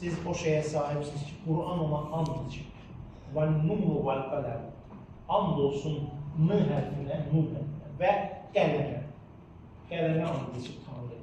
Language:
Azerbaijani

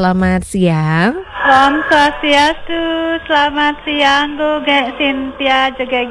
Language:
Balinese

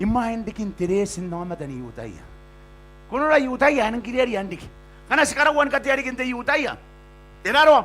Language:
Gilbertese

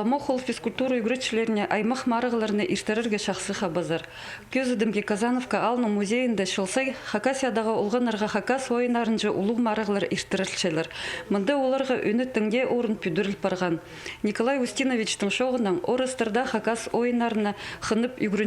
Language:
Khakas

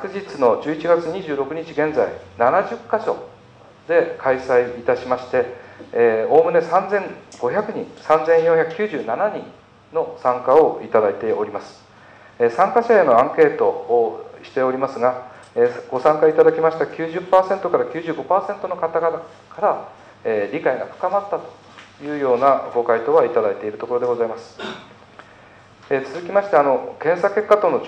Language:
Japanese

